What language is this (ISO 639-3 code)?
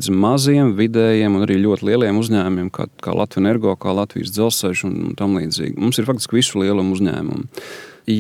lav